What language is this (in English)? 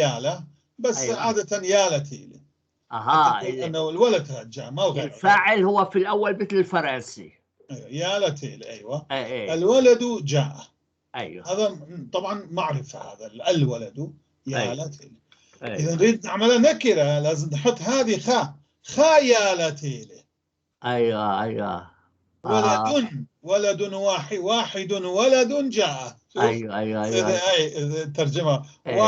North Levantine Arabic